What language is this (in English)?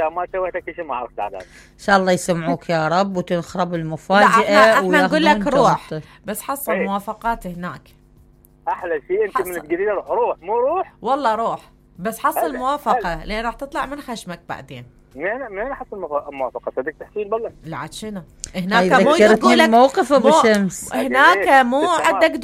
Mesopotamian Arabic